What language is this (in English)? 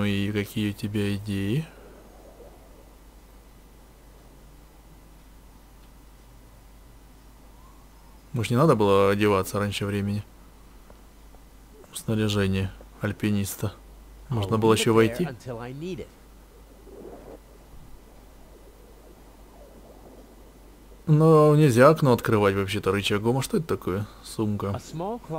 Russian